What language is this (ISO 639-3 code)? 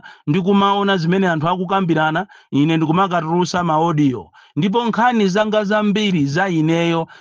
nya